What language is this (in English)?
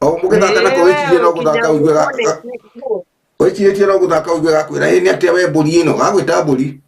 Kikuyu